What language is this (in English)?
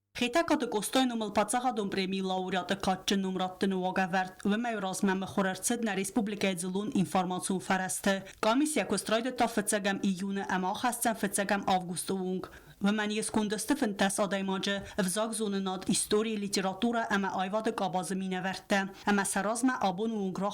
Ossetic